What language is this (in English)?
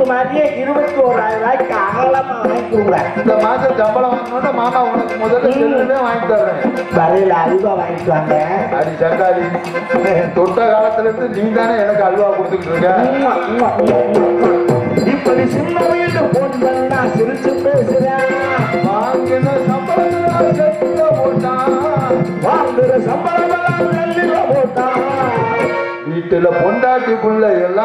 Tamil